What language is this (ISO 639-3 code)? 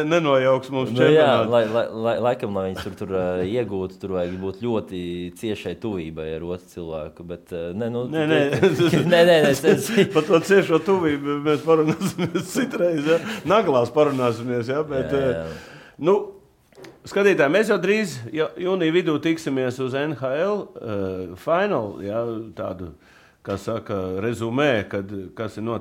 lav